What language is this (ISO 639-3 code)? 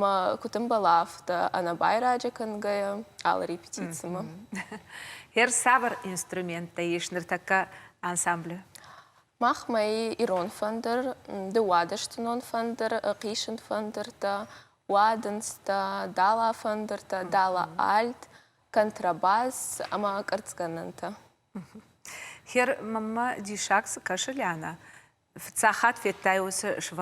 oss